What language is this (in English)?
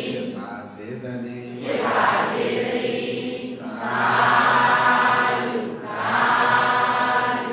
Burmese